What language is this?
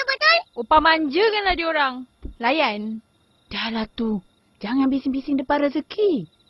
Malay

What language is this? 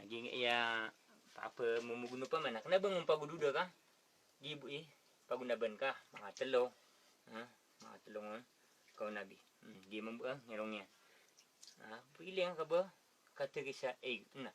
Maranao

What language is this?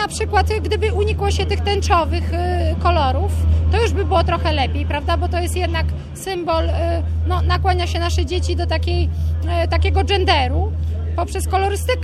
Polish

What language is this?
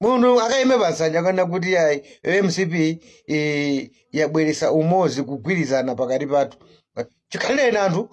Nyanja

